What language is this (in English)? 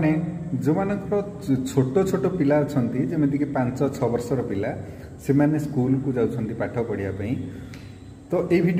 Odia